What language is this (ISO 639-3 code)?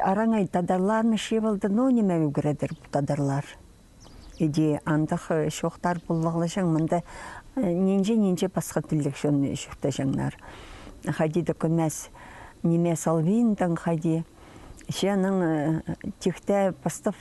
kjh